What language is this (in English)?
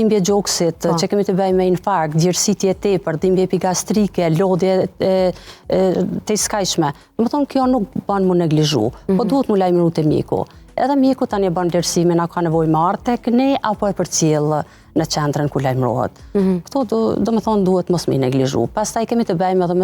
Albanian